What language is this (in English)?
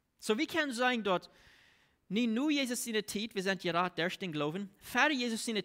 Plautdietsch